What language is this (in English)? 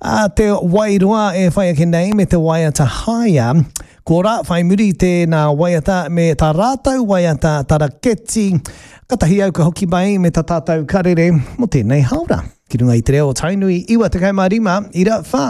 Māori